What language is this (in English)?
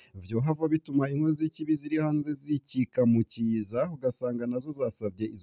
Rundi